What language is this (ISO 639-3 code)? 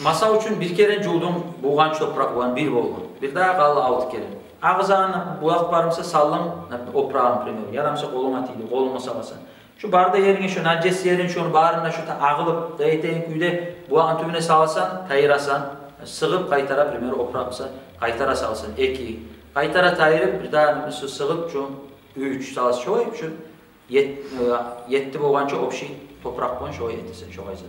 kum